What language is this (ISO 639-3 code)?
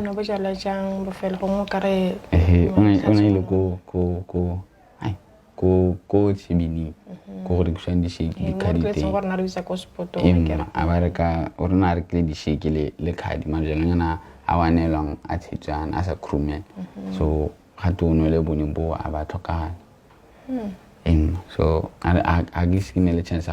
tsn